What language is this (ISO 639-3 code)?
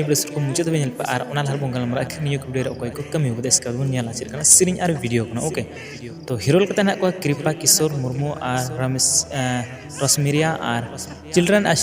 sat